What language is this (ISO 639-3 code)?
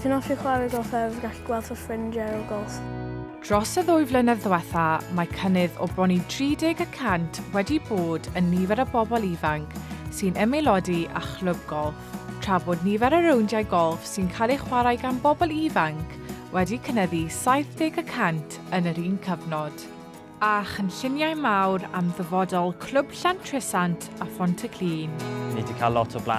cym